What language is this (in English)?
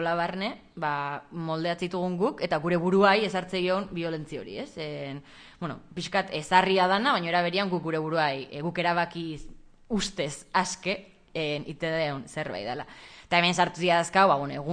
Basque